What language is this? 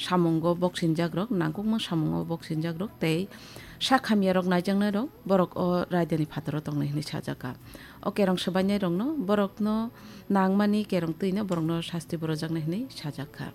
Kok Borok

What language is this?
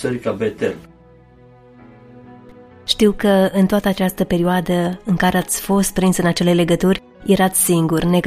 Romanian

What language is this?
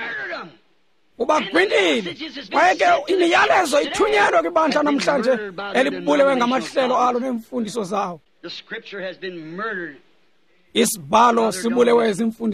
Xhosa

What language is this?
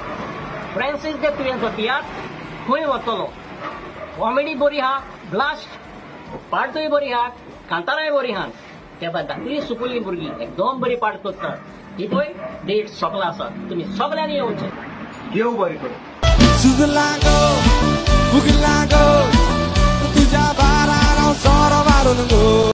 Konkani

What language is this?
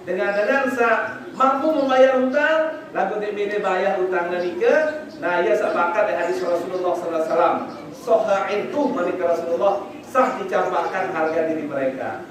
Sasak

